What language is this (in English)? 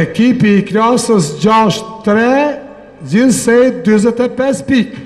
Albanian